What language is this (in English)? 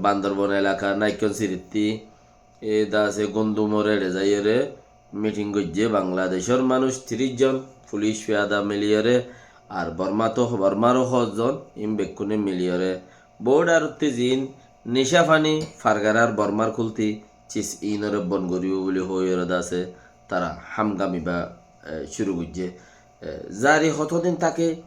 Rohingya